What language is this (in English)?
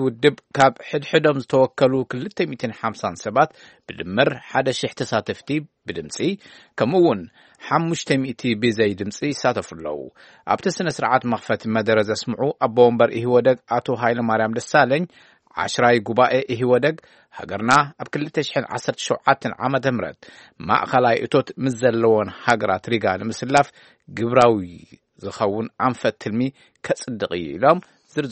Tigrinya